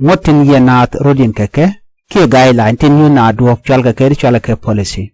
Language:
Nuer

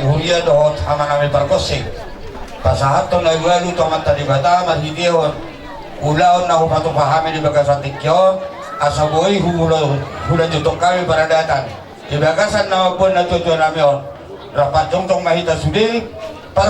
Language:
Batak Toba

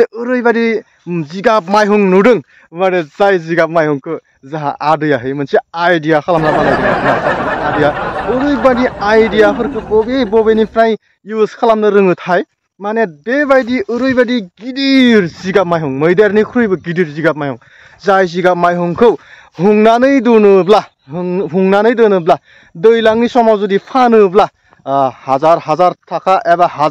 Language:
Bodo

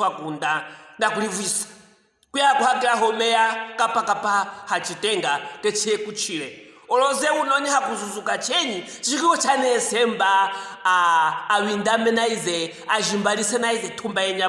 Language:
Luvale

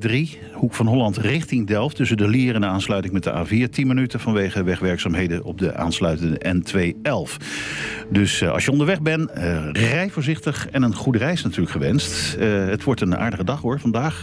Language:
Dutch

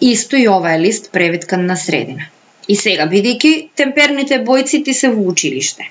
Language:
Macedonian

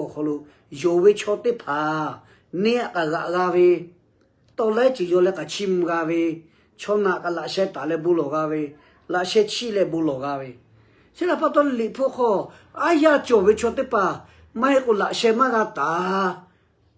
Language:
Lahu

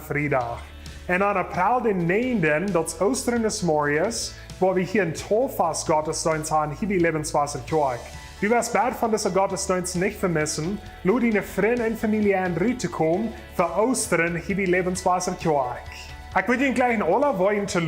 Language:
Plautdietsch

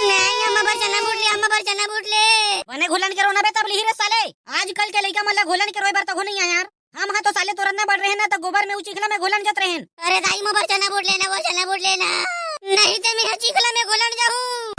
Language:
Chhattisgarhi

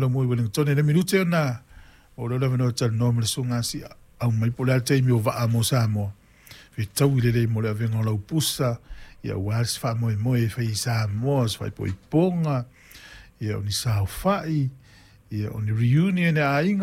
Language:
Samoan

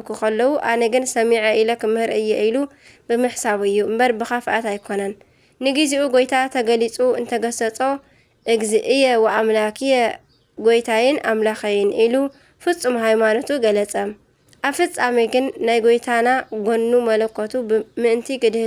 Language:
Tigrinya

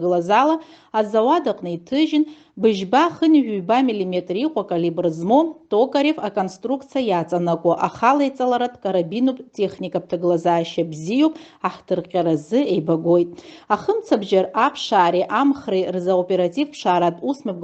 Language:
Abkhazian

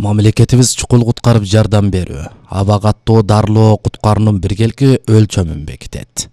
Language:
Kyrgyz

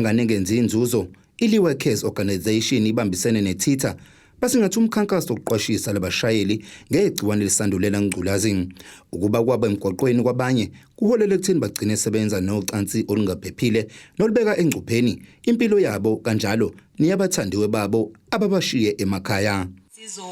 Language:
Zulu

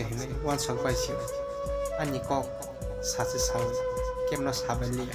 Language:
Kok Borok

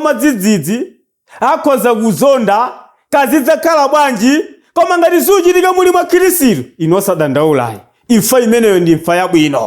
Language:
Nyanja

